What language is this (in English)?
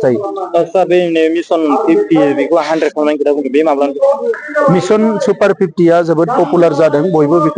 Bodo